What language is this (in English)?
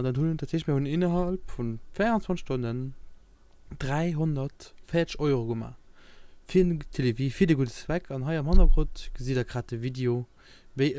Luxembourgish